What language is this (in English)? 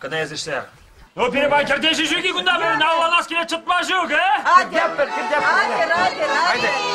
Chuvash